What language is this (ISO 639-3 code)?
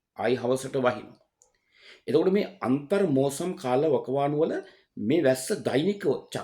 sin